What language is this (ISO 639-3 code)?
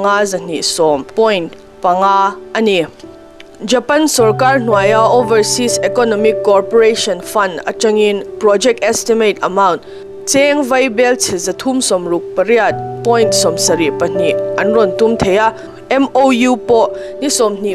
lus